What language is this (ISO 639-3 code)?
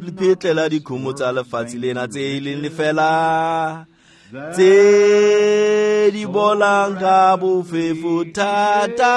tsn